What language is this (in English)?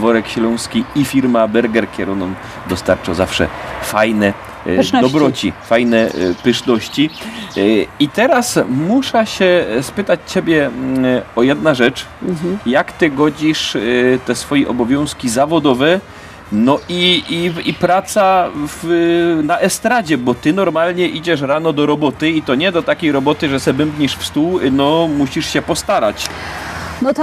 Silesian